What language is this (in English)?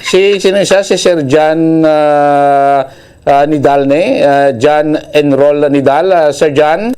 Hiligaynon